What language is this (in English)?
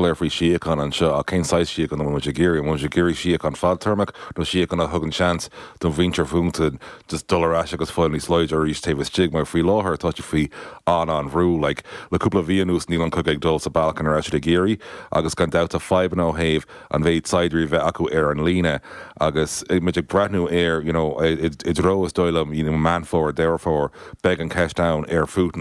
Irish